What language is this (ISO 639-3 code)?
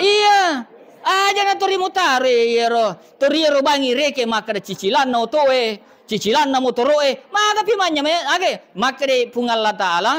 bug